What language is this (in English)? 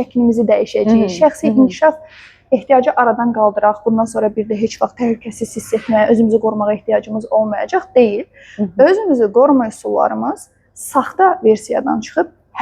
Azerbaijani